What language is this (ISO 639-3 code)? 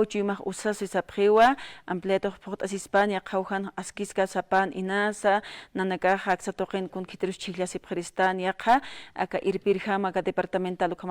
aym